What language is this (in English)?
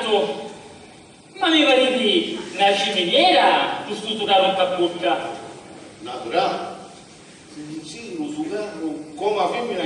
Sicilian